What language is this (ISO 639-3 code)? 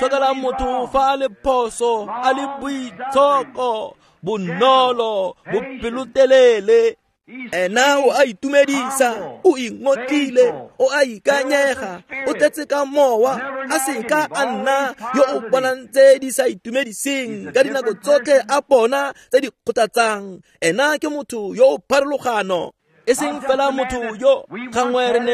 tsn